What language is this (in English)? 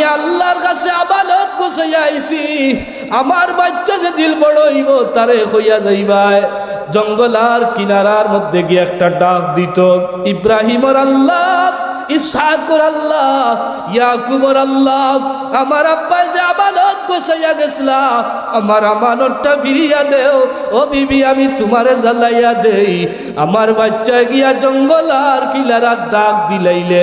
Sylheti